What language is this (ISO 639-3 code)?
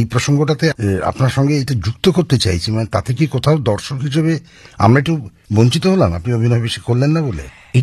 ben